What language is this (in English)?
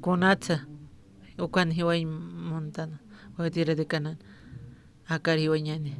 Aymara